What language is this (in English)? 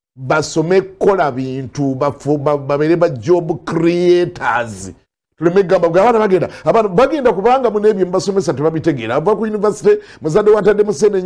Ganda